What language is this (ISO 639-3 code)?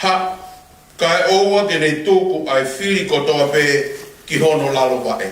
ton